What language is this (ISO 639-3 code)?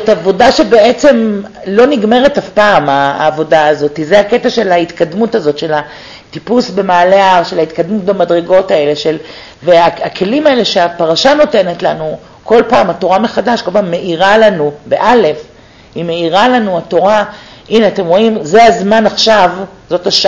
heb